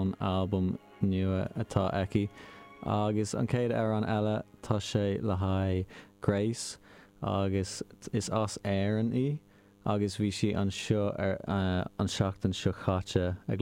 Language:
Irish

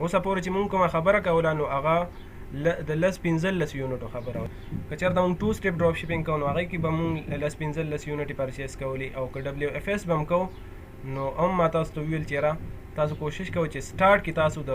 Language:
Pashto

